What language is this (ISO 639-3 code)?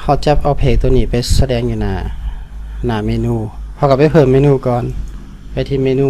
lao